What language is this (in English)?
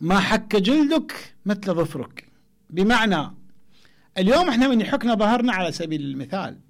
Mesopotamian Arabic